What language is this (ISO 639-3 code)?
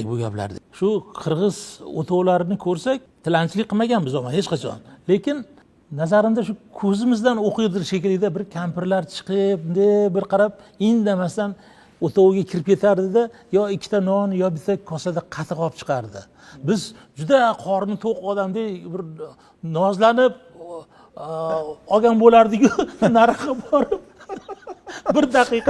uzb